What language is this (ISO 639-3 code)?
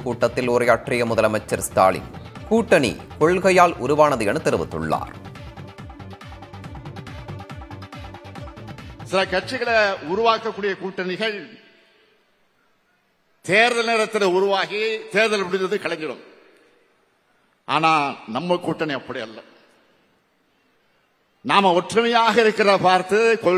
tam